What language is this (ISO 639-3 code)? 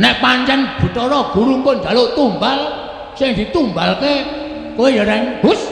jav